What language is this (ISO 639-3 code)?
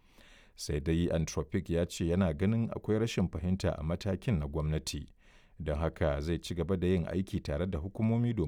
hau